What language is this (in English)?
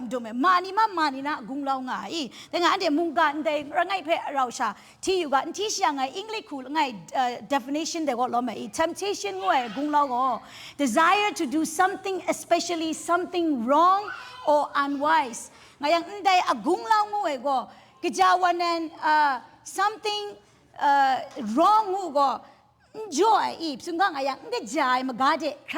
Kachin